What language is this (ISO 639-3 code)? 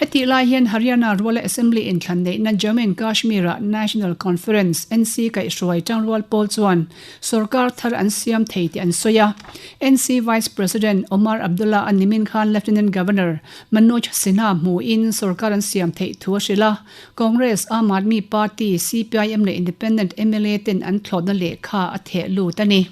lus